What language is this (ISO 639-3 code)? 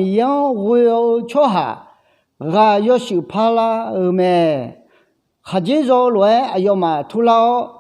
ahk